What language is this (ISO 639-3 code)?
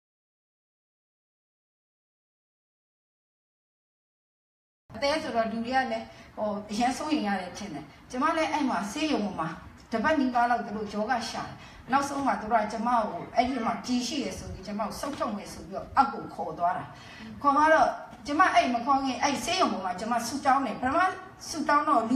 mya